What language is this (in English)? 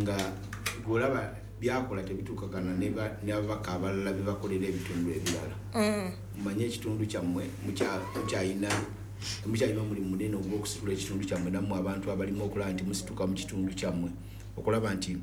Ganda